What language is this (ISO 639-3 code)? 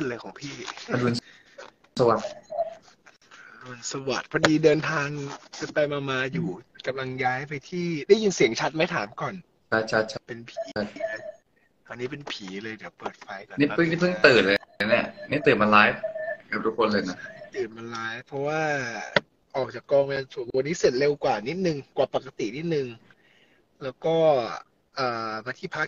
tha